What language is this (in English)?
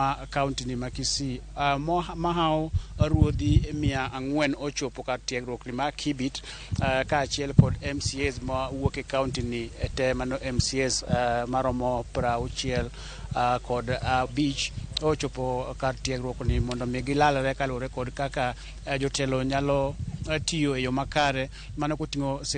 Luo (Kenya and Tanzania)